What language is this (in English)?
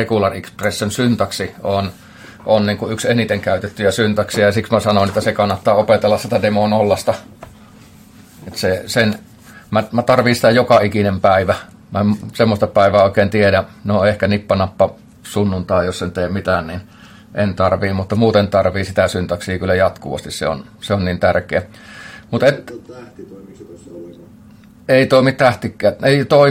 Finnish